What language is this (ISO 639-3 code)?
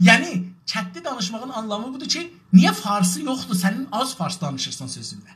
azb